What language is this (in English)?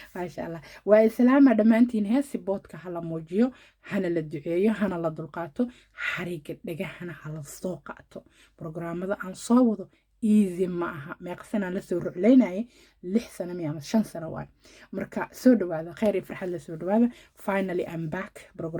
Somali